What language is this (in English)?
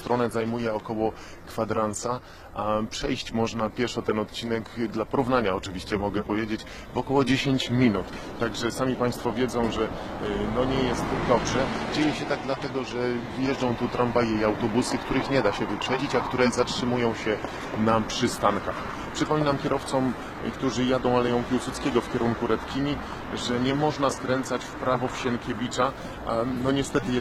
Polish